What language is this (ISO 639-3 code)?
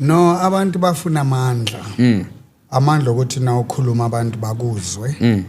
zul